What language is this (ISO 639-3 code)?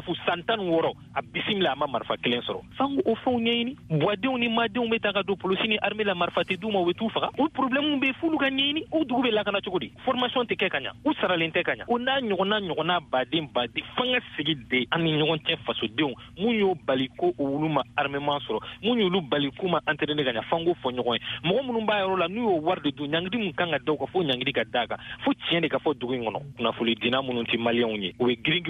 bam